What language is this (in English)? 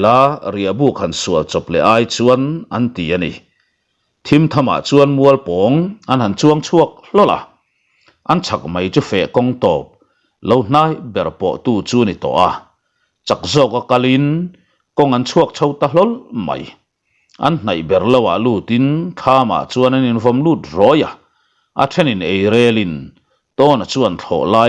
Mizo